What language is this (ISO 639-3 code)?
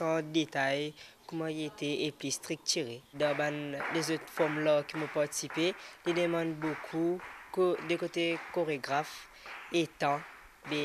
mfe